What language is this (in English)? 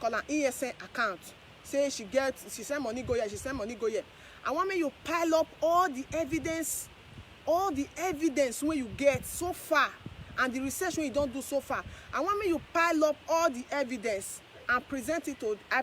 Nigerian Pidgin